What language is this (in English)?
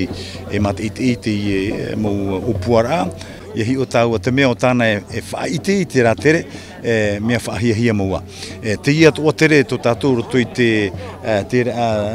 Tahitian